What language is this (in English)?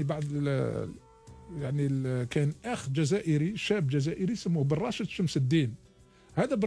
Algerian Arabic